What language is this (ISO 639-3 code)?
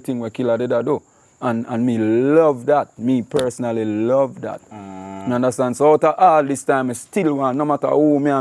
jam